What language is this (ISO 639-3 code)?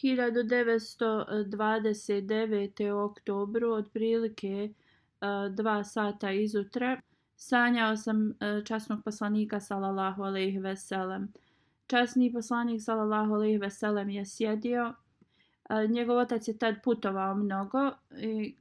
bos